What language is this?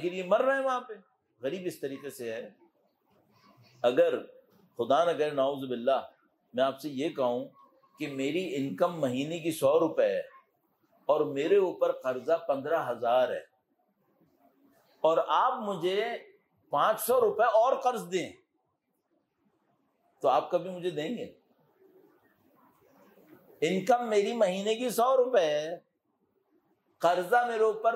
Urdu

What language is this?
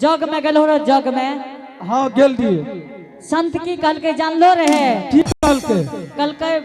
Angika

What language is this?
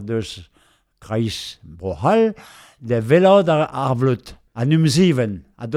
Breton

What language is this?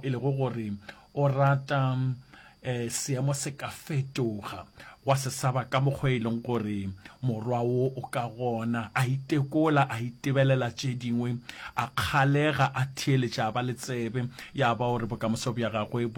Northern Sotho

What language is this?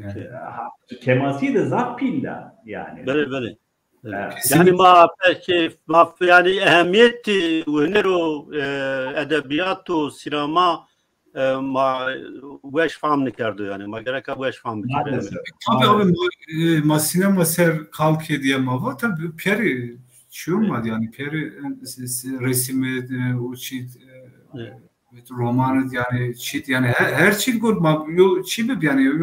Zaza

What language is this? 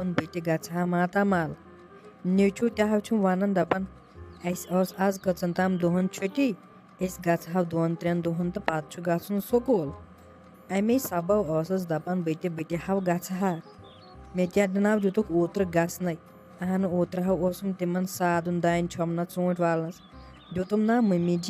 Kashmiri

